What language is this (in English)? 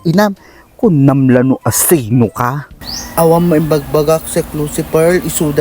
Iloko